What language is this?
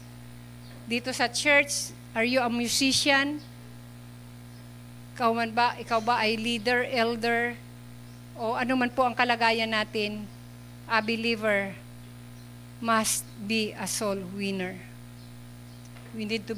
Filipino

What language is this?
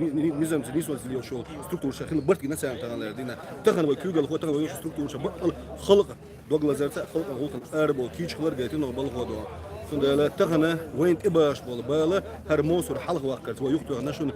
Chechen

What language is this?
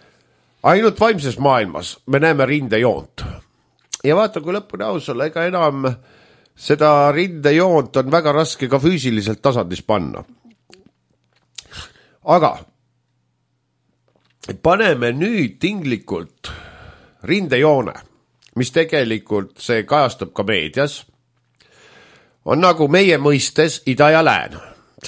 Estonian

